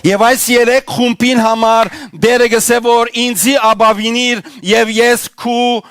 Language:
Western Armenian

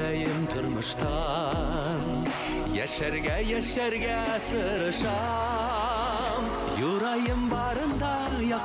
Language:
Bashkir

